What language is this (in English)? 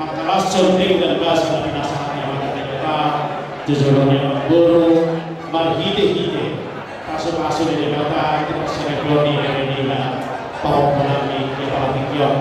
Batak Toba